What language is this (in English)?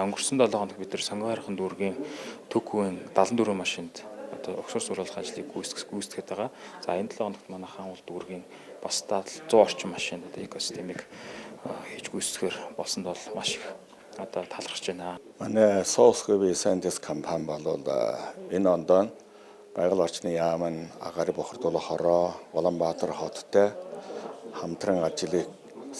Mongolian